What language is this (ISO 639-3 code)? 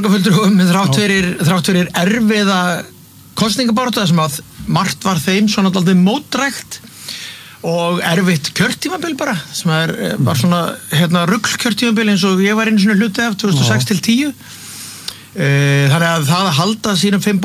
isl